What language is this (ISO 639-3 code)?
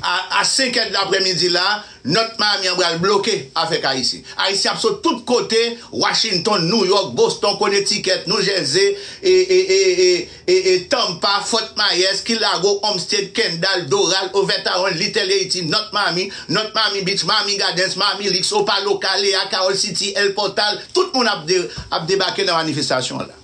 hat